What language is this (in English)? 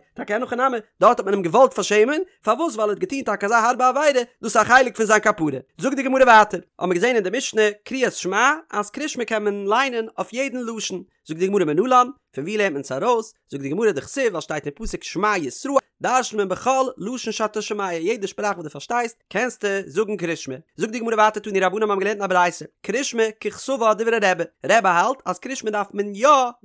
Yiddish